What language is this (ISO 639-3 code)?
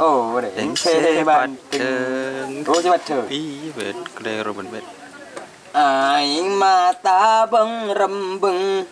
mad